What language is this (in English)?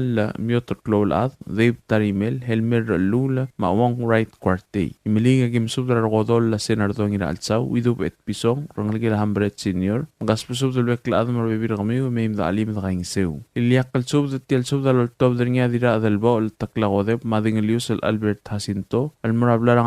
Palauan